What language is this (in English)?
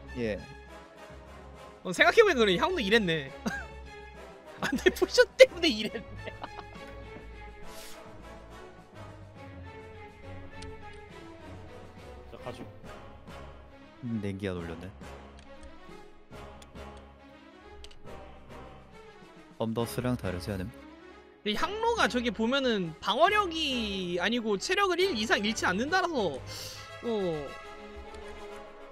Korean